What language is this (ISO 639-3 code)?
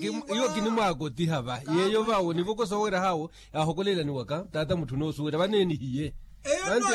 vmw